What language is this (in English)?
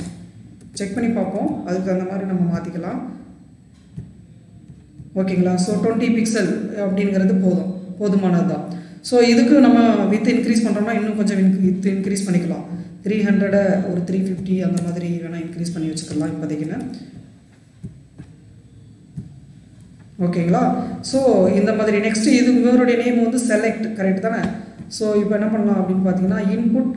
Tamil